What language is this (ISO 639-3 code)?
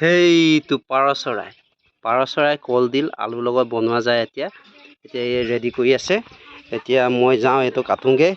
asm